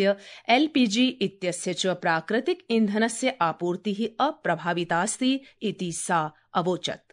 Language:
Sanskrit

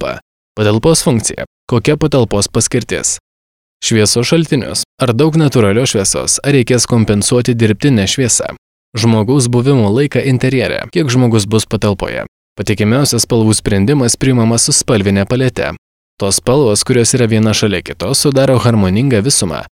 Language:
Lithuanian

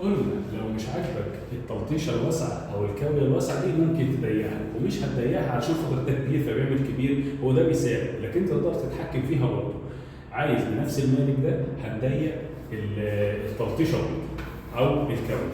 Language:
Egyptian Arabic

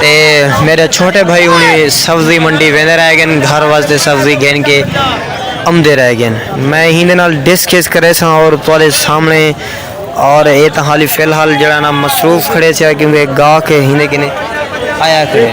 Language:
Saraiki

